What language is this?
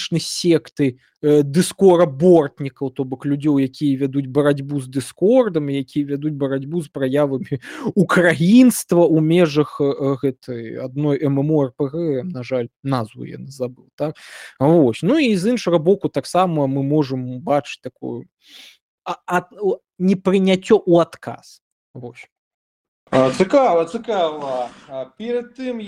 Belarusian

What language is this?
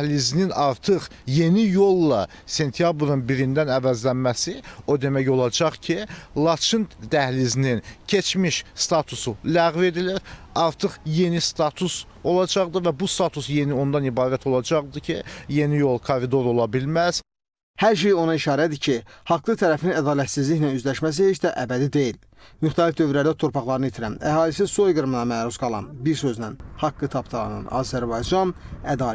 Azerbaijani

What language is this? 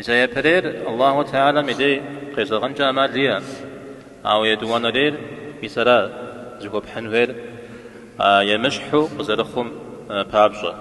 Kabardian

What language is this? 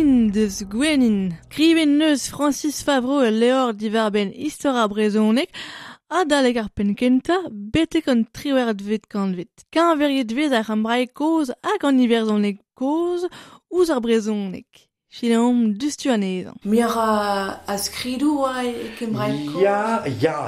Breton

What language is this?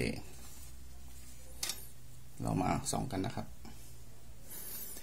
Thai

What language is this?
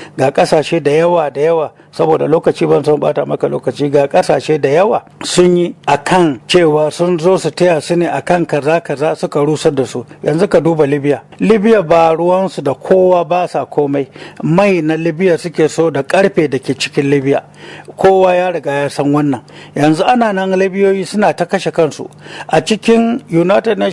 Hausa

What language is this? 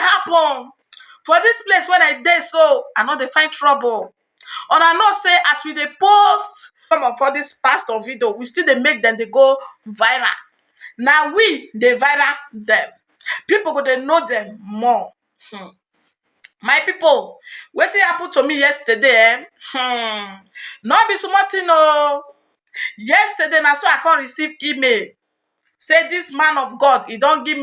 Nigerian Pidgin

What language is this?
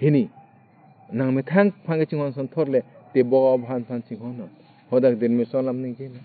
Karbi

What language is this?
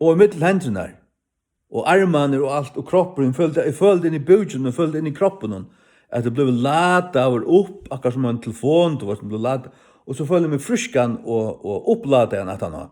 Faroese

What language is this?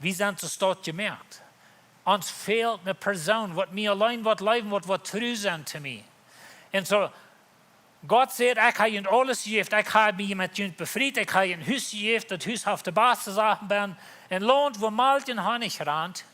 Plautdietsch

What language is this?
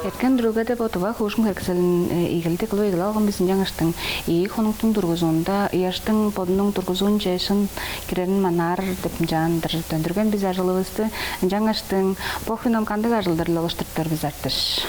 Tuvinian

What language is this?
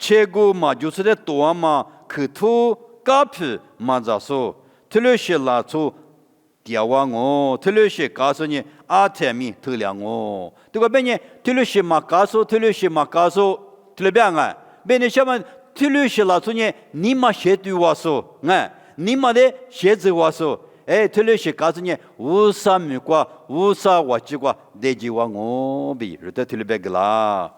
Lisu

